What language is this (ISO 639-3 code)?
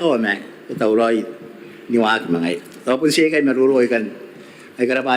gil